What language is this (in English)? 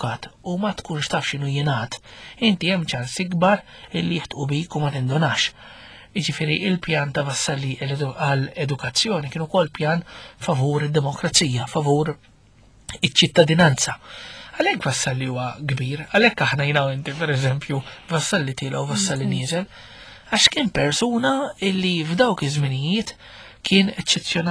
Maltese